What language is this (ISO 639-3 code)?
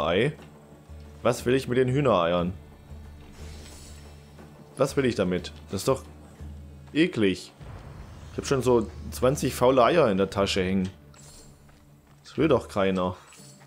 deu